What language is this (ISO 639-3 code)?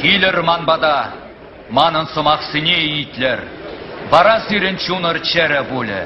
chv